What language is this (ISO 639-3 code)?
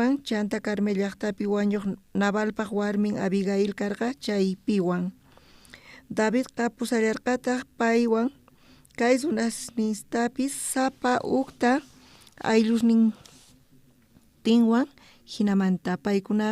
quh